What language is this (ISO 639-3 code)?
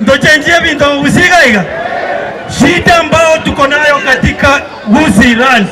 guz